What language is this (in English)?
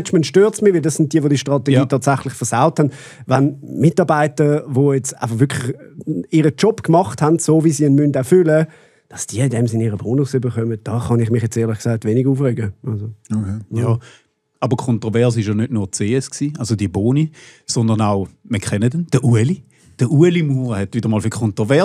Swiss German